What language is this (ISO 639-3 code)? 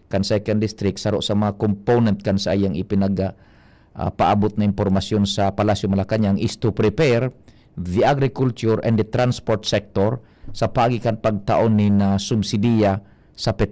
bik